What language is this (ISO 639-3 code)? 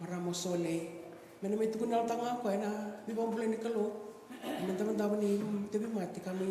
fij